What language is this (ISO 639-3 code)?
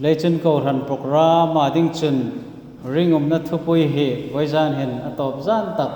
hmr